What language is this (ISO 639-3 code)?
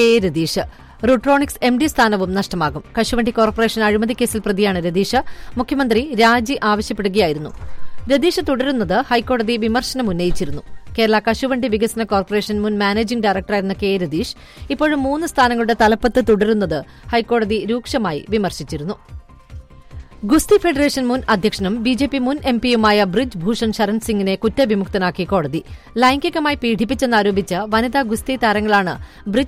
mal